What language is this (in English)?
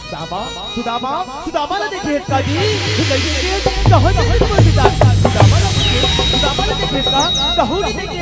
Chhattisgarhi